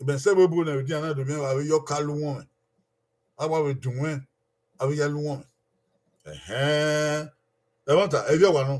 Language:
Bini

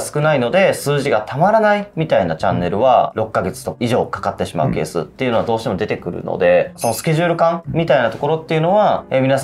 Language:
Japanese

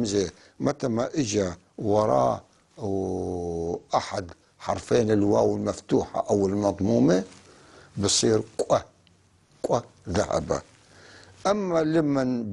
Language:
North Levantine Arabic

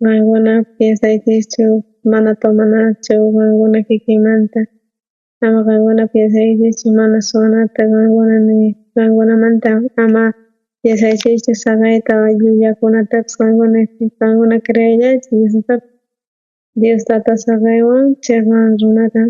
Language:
South Bolivian Quechua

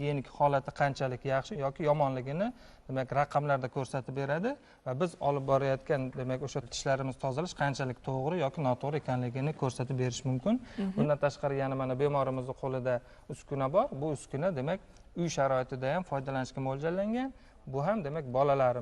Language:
Uzbek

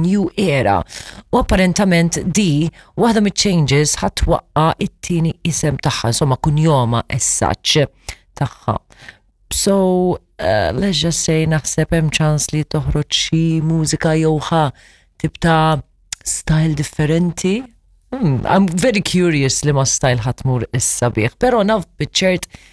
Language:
Maltese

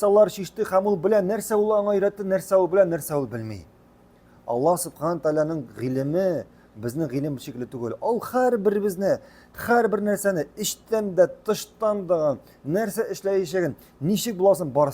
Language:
Tatar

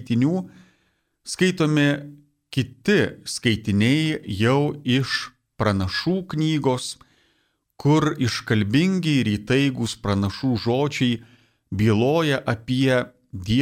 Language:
Lithuanian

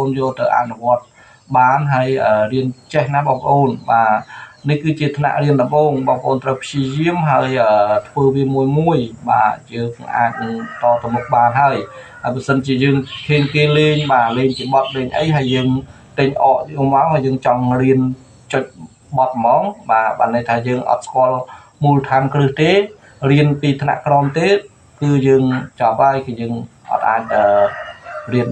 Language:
Khmer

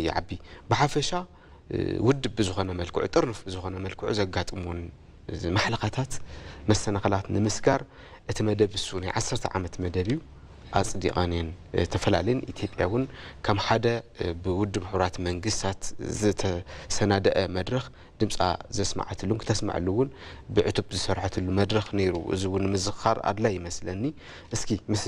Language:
Tigrinya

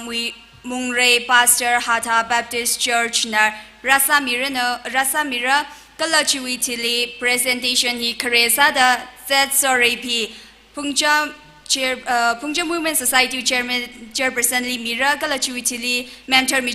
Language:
Tangkhul Naga (India)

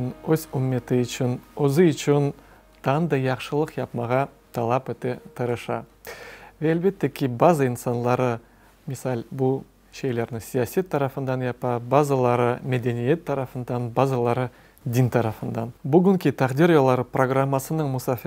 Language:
Crimean Tatar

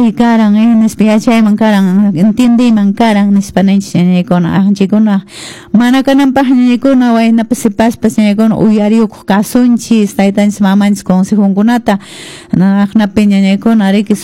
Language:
Quechua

